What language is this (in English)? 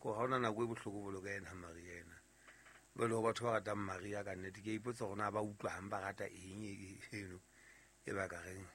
Southern Sotho